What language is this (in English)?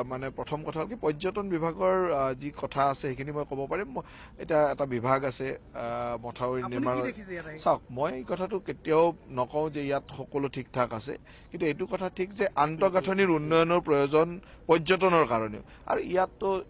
Assamese